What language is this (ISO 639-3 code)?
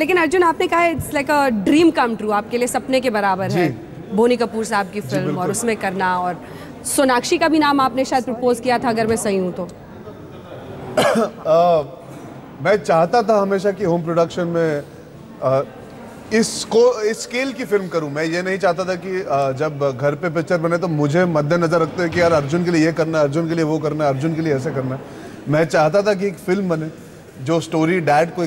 hin